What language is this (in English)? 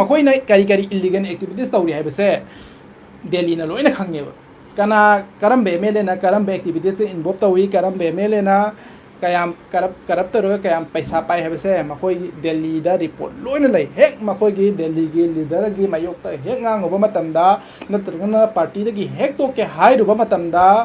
Manipuri